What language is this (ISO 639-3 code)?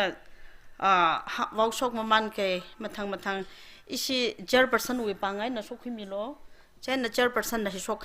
nmf